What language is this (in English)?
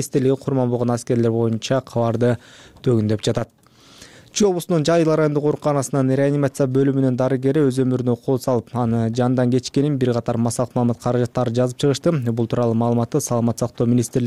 Kyrgyz